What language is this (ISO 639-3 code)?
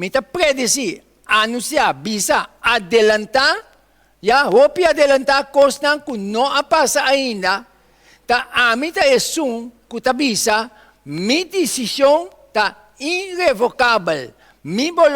pap